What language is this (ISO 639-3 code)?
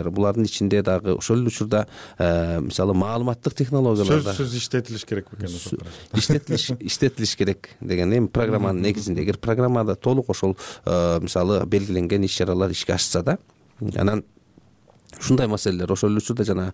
kir